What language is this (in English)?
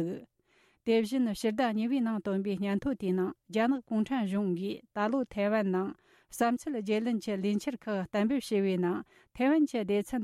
Tibetan